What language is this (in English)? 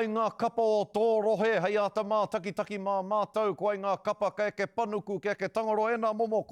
Māori